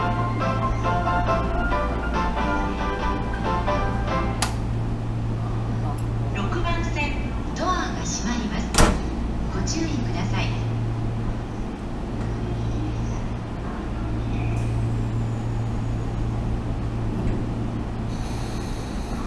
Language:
Japanese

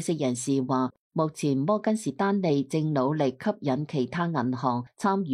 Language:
Cantonese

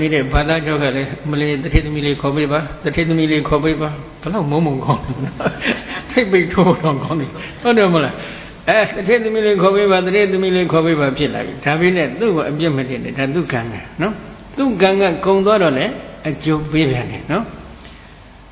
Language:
Burmese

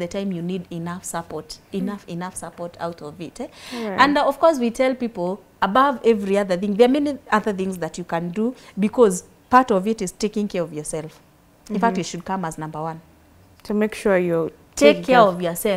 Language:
English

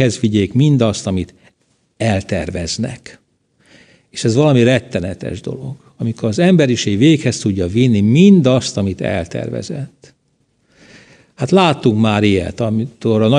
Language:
Hungarian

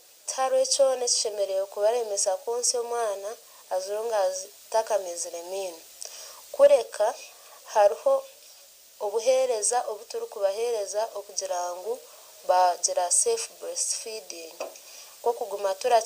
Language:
Nyankole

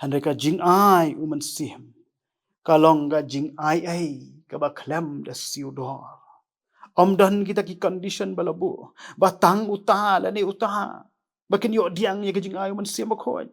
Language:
Khasi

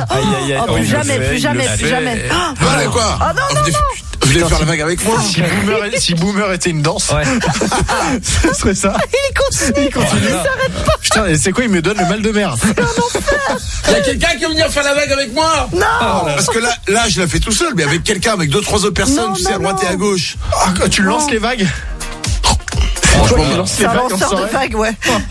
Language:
French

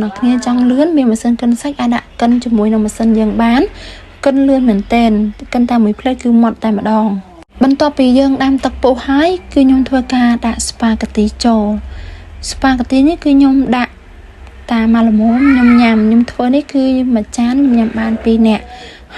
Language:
Khmer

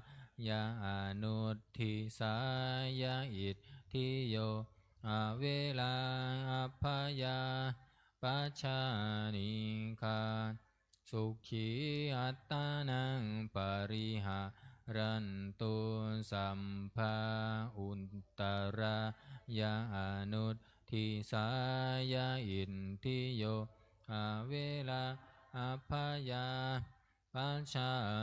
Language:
Pali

